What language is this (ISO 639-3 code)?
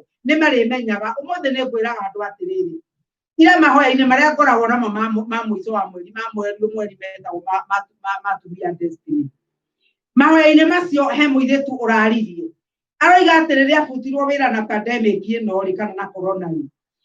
kik